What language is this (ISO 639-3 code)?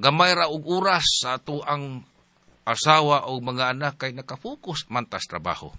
ceb